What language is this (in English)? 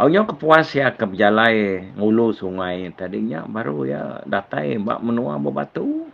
Iban